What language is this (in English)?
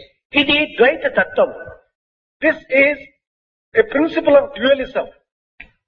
Telugu